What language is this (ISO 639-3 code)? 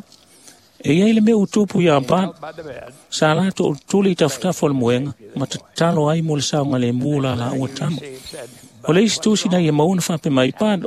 smo